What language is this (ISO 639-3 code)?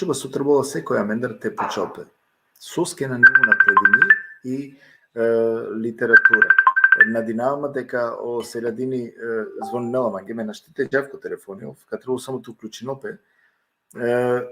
rmn